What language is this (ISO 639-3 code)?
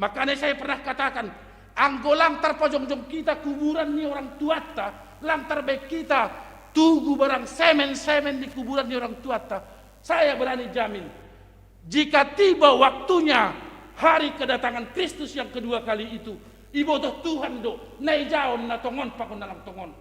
bts